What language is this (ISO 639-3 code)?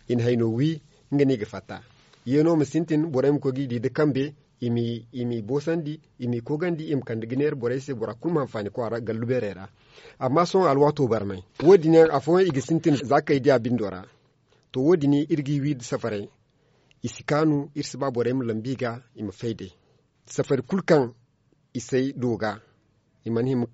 dje